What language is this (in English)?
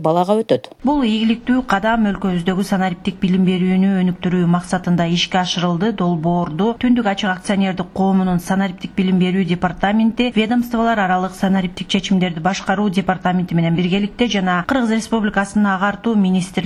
Kyrgyz